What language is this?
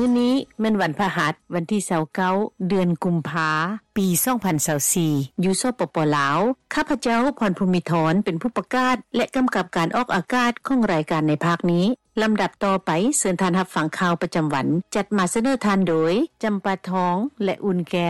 Lao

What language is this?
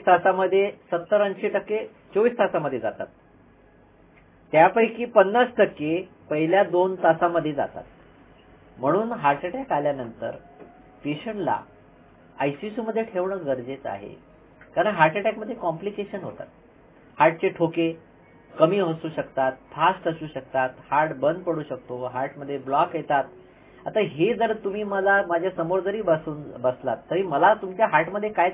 Marathi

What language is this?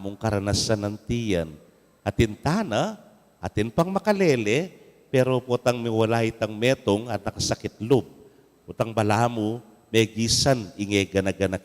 Pampanga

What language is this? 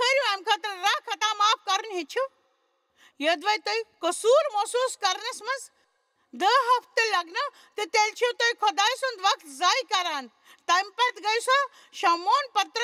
Kashmiri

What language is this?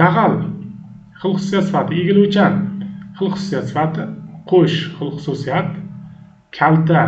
Uzbek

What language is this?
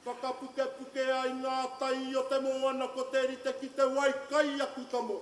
Māori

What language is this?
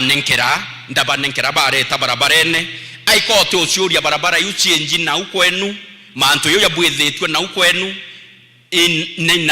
Meru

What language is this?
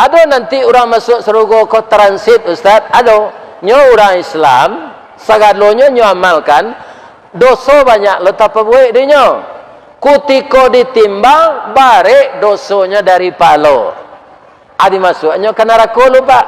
Minangkabau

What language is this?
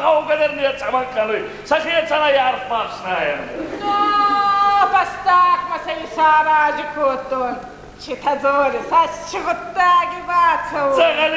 Ossetic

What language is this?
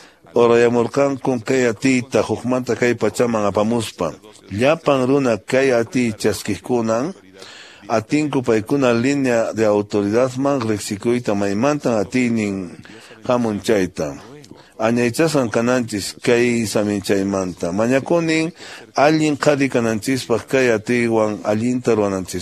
Quechua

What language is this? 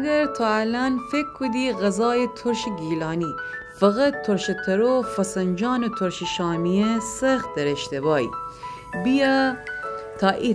Gilaki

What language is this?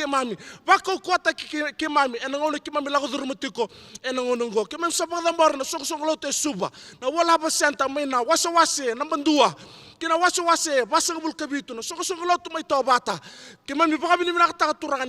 Fijian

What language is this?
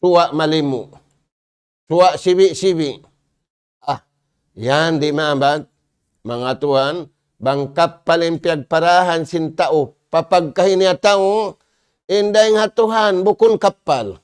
Tausug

